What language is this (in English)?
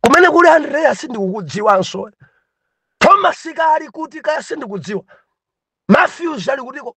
Nyanja